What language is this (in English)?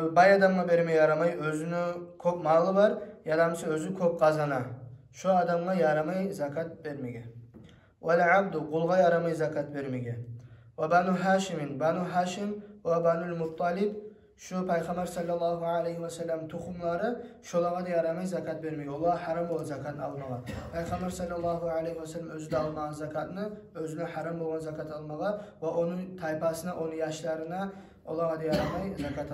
Kumyk